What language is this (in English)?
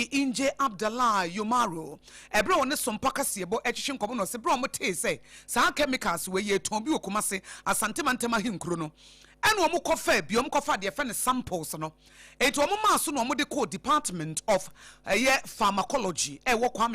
Akan